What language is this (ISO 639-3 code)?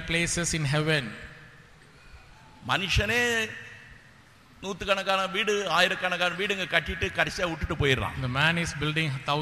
tam